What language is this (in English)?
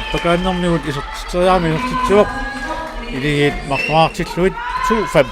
Kalaallisut